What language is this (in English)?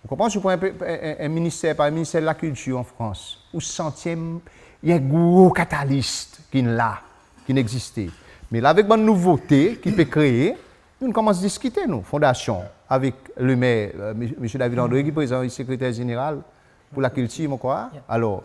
Seselwa Creole French